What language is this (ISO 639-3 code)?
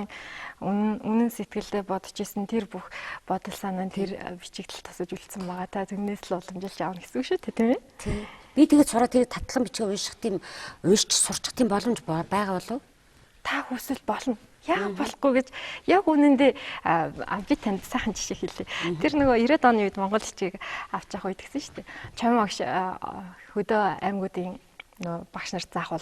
mon